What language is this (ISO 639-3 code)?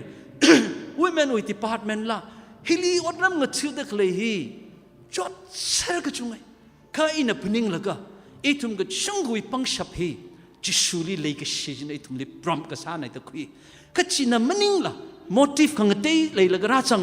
nmf